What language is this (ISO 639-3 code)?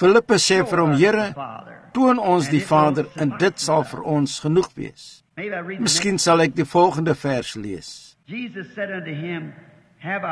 afr